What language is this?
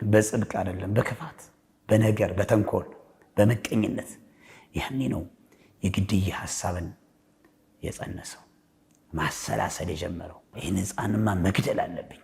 Amharic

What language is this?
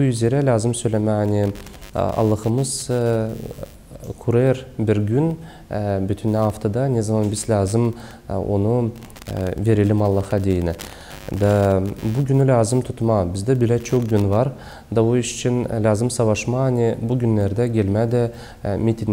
Gagauz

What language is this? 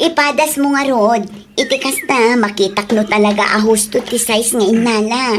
Iloko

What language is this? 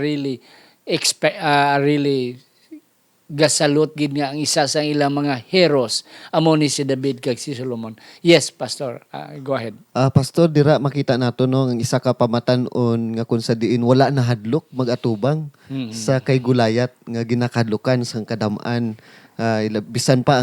Hiligaynon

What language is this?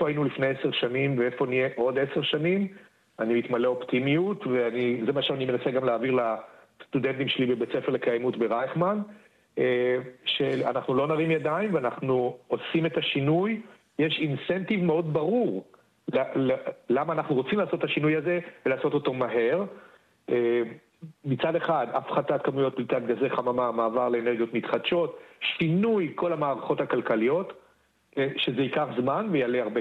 Hebrew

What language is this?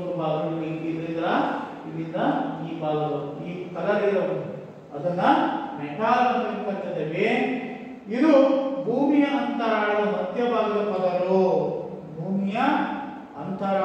Kannada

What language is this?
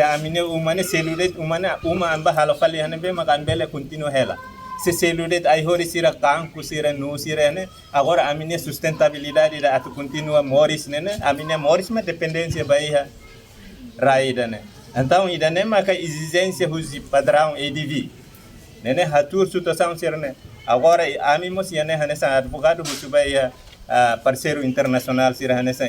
Tetum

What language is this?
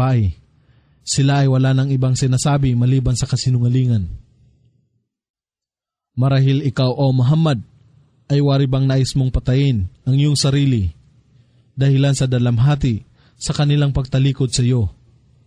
Filipino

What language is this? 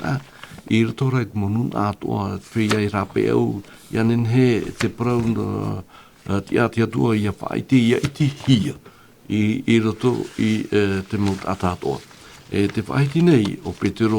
Tahitian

